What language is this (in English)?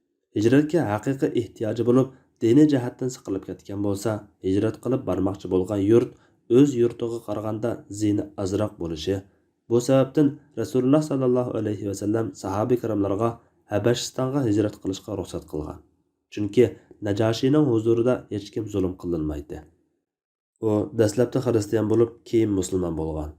Uyghur